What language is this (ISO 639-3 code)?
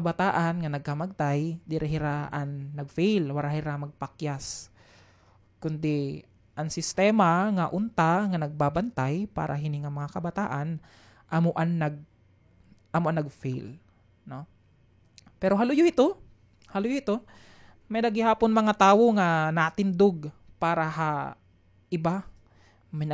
war